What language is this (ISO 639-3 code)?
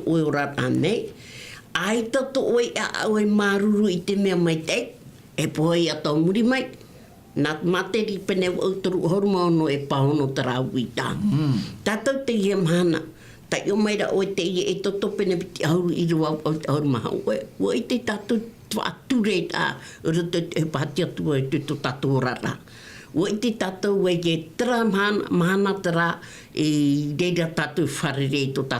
tah